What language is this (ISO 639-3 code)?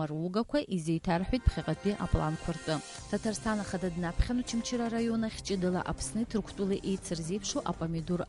abk